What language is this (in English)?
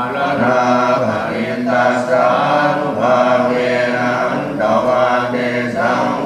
Pali